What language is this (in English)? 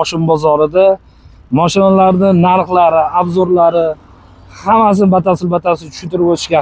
Uzbek